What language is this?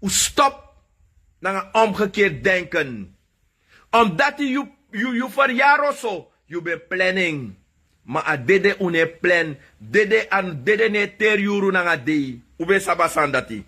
Sranan Tongo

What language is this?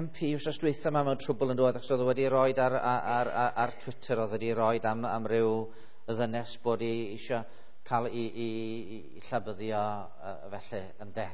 Welsh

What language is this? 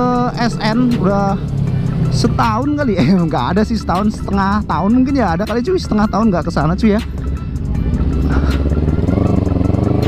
Indonesian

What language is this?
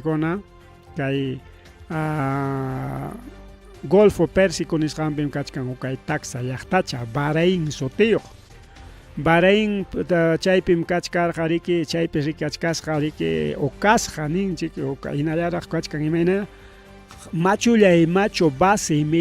Ayacucho Quechua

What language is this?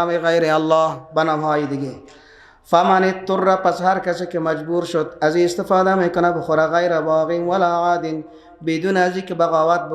Persian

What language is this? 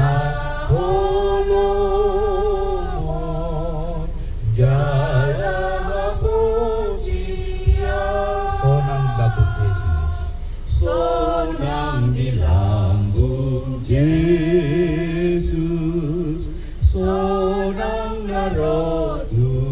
Batak Toba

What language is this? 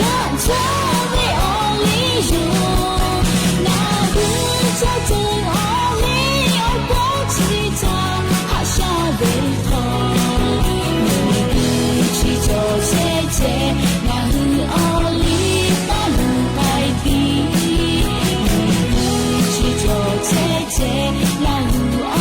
Lahu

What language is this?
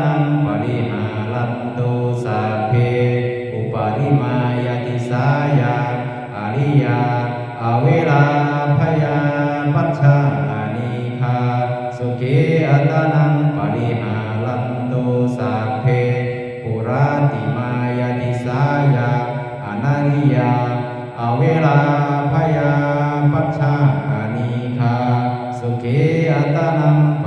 Pali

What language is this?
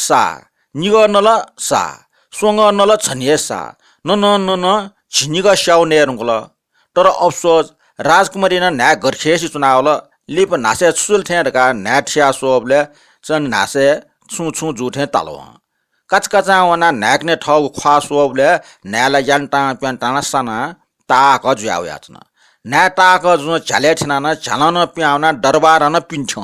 Newari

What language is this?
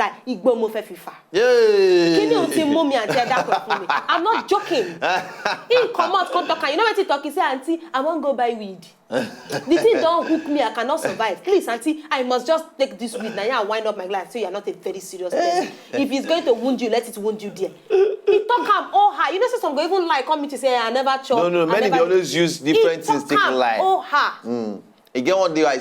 Nigerian Pidgin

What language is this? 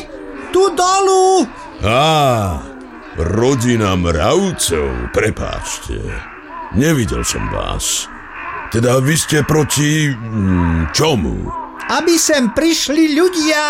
Slovak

